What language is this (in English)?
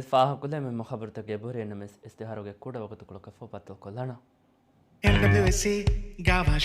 Divehi